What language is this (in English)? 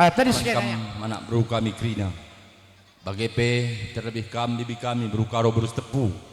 Batak Karo